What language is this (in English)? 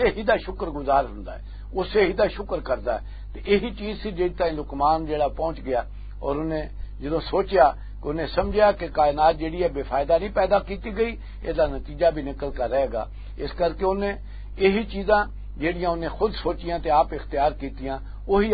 Western Panjabi